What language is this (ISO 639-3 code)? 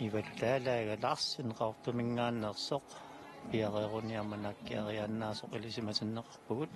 kal